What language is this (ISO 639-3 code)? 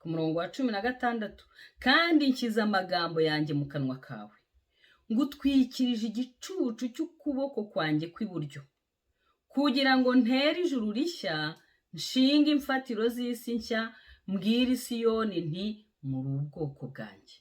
kin